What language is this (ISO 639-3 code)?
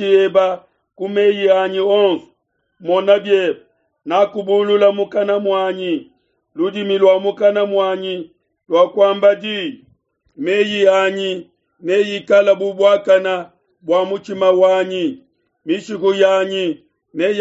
lua